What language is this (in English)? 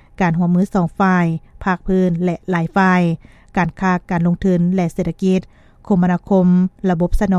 Lao